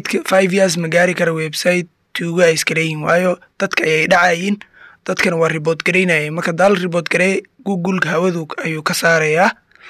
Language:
Somali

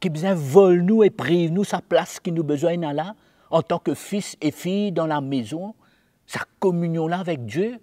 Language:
Morisyen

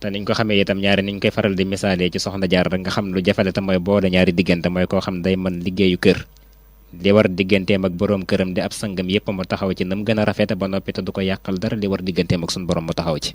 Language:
Wolof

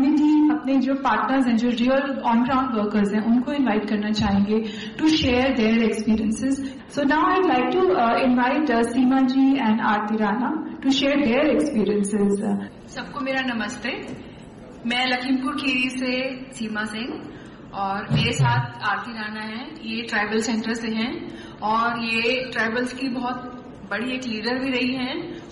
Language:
Hindi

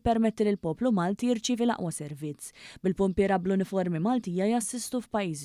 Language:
Maltese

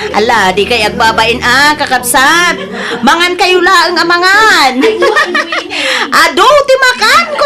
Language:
Iloko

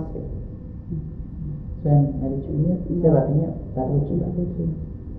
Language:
Basque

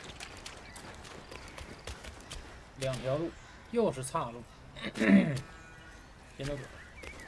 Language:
Chinese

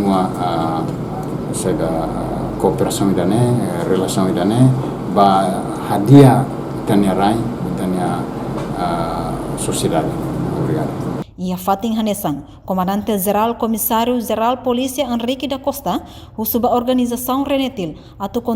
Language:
Tetum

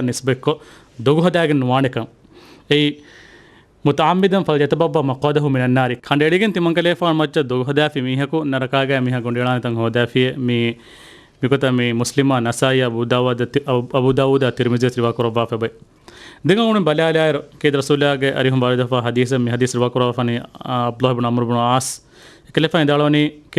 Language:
Divehi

